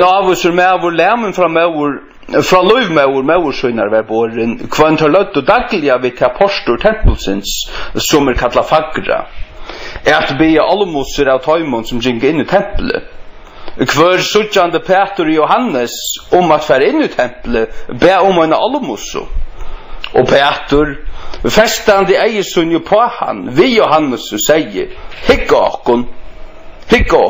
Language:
Faroese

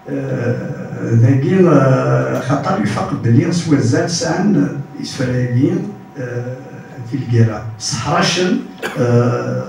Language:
Kabyle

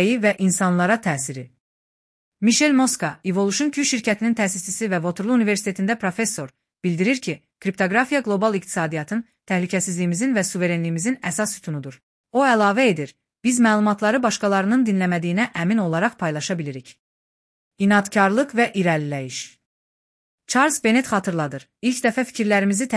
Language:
Azerbaijani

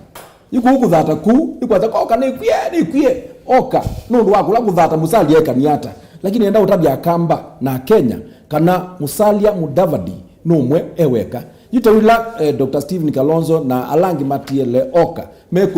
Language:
Kamba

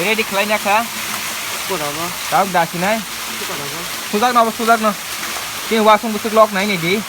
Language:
Kok Borok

